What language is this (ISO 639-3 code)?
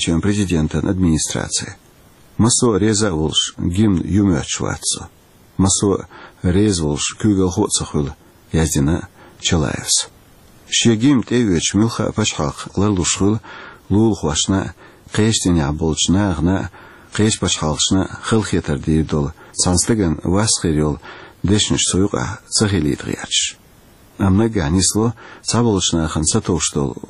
che